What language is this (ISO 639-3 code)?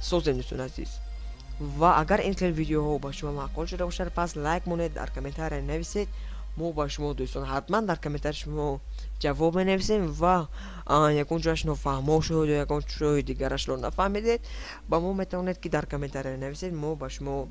tgk